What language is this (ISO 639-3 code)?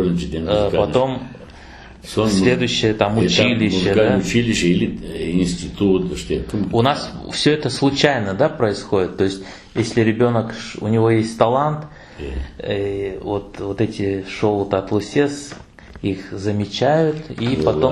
crh